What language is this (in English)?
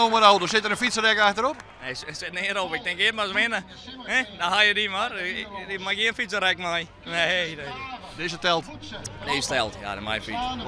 Western Frisian